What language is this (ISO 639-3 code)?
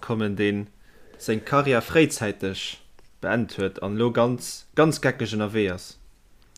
ltz